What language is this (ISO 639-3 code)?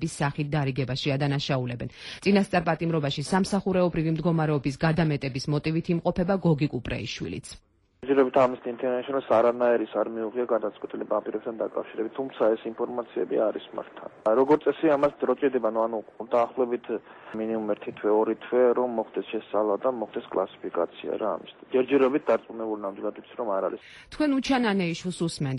kat